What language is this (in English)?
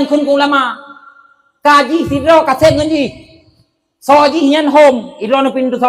Achinese